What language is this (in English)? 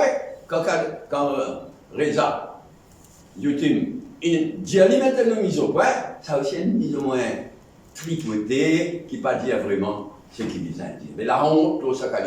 Morisyen